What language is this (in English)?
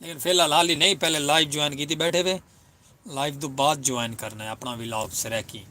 Saraiki